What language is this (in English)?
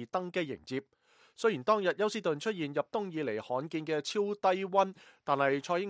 Cantonese